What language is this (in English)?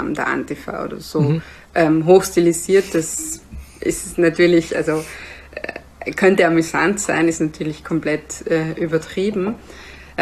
German